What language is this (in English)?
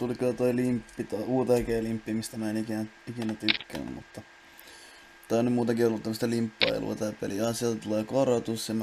Finnish